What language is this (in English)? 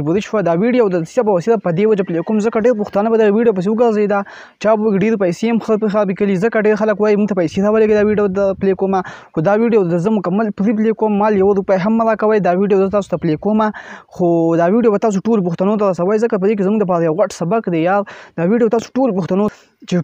Pashto